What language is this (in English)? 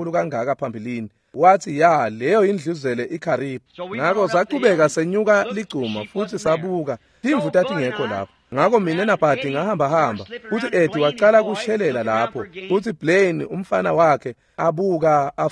Swati